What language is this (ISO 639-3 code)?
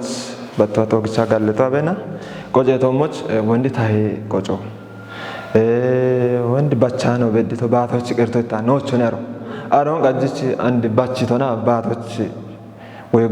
kbr